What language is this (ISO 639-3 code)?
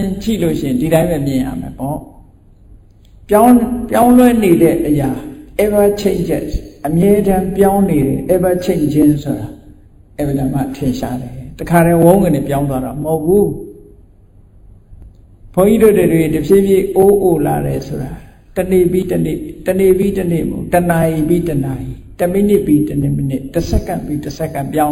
mya